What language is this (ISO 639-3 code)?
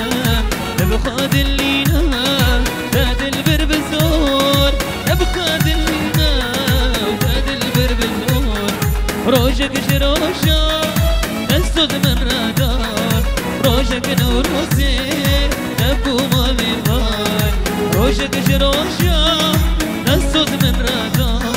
kur